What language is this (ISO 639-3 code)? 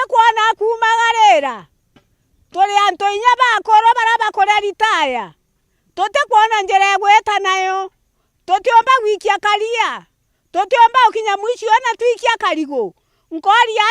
mer